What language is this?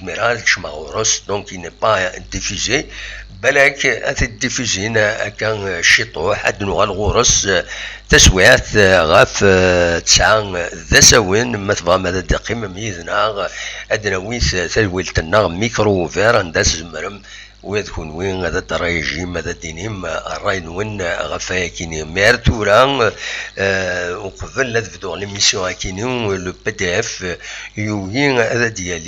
Kabyle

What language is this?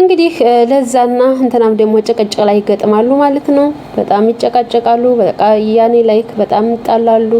Amharic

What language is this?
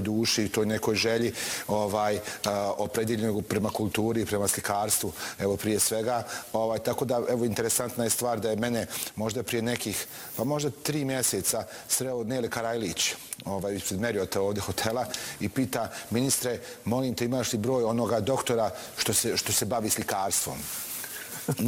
Bosnian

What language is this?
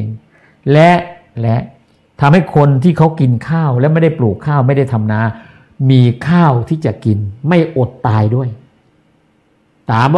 Thai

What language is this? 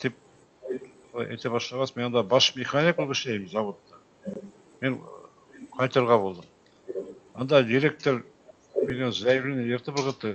Bashkir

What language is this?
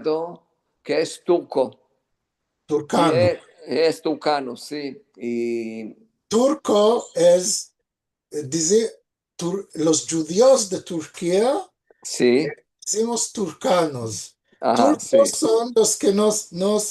Ladino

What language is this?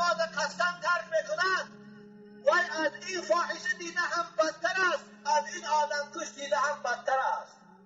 Tajik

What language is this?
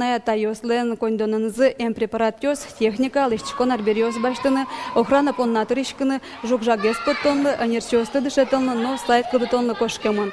Udmurt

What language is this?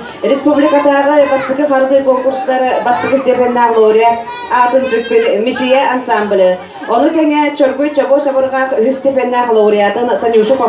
Yakut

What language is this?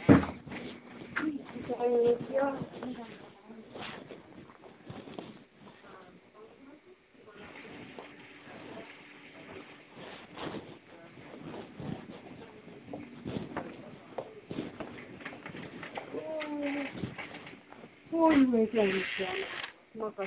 Estonian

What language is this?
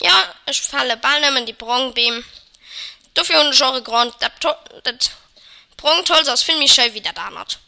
Luxembourgish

